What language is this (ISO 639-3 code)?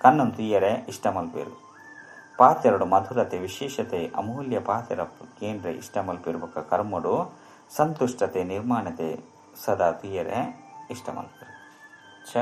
tcy